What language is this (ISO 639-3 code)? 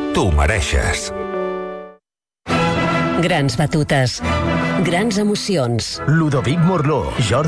cat